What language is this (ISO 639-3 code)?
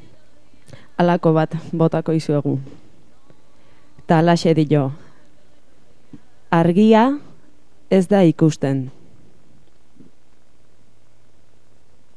eus